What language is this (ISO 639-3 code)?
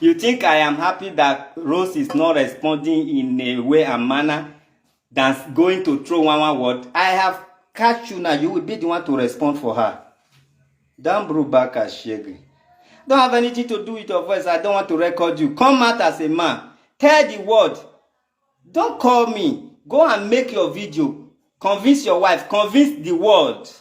pcm